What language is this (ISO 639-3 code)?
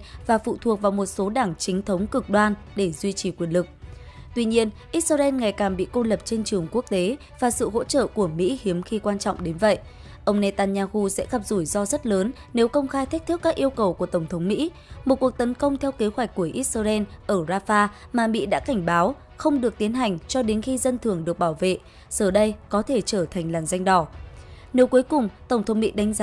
vie